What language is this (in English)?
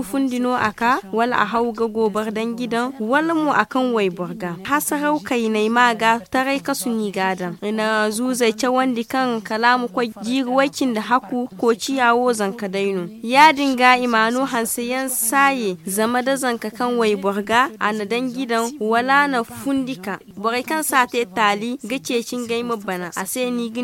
Zarma